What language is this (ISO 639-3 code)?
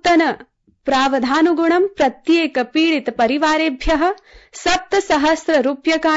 san